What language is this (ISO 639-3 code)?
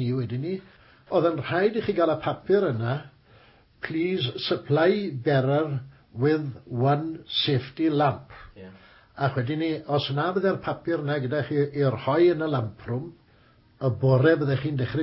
cym